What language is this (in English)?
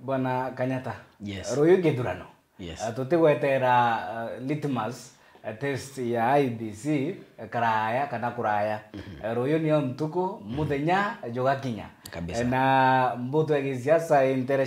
Meru